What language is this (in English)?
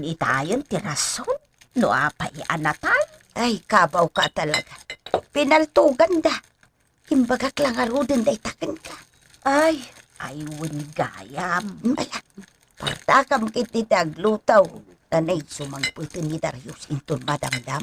Iloko